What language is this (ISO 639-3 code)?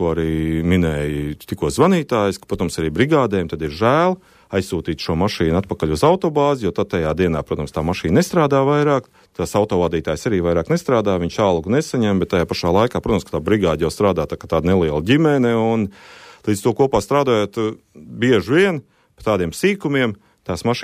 lav